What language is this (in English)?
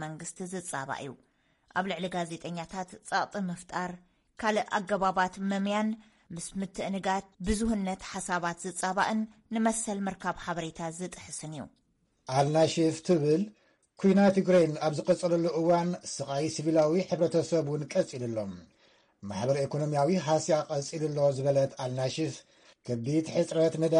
Tigrinya